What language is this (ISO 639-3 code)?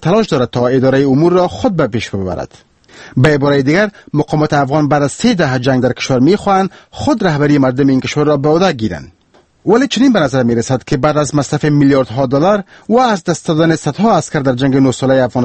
fas